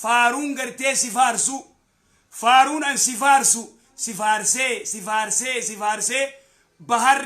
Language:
Oromo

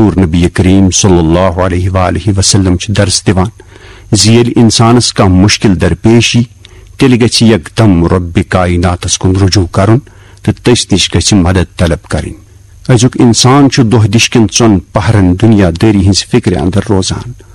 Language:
Kashmiri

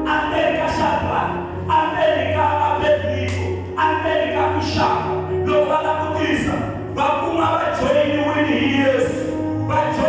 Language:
Tsonga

